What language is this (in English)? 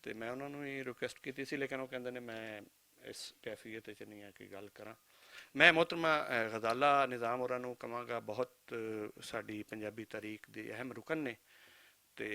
Western Panjabi